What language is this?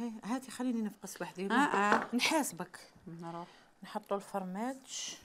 Algerian Arabic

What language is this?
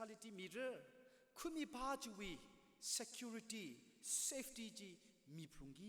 Tangkhul Naga (India)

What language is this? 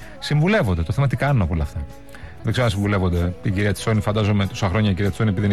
Greek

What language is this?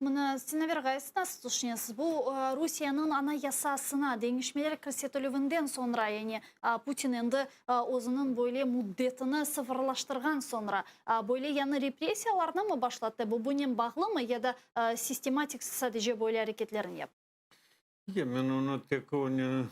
Crimean Tatar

